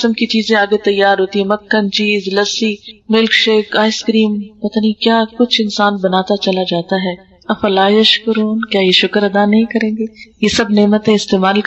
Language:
Urdu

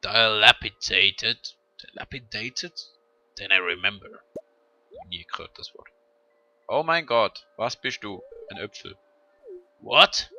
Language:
Swiss German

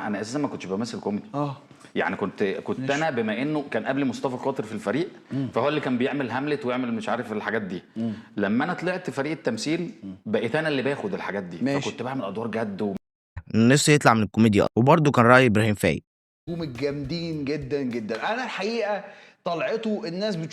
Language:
Egyptian Arabic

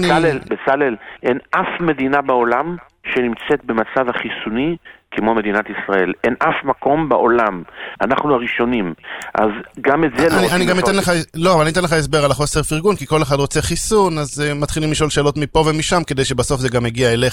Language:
Hebrew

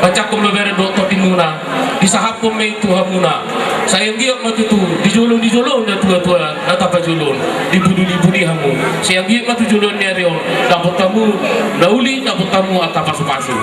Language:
Batak Toba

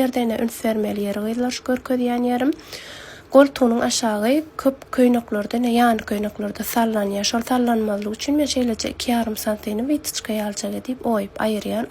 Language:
Turkmen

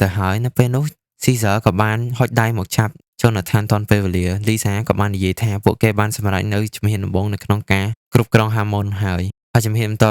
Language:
Khmer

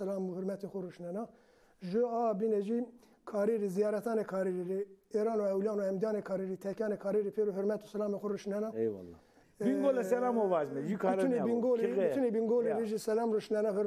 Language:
Zaza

